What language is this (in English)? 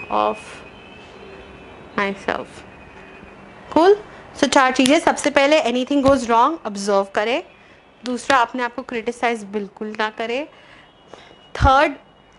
Hindi